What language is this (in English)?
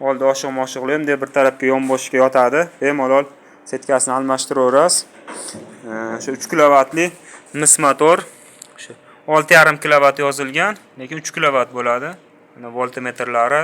Uzbek